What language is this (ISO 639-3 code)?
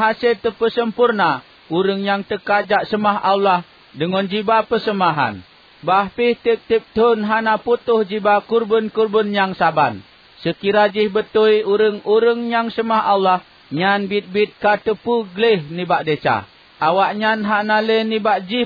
ace